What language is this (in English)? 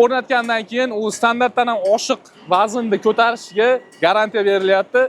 Uzbek